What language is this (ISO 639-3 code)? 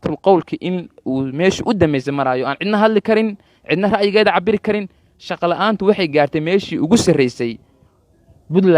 som